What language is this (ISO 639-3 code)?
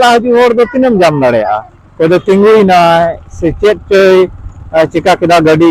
sat